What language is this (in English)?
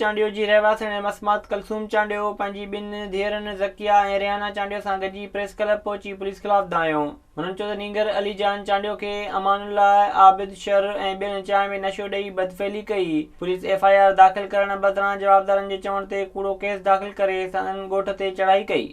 Sindhi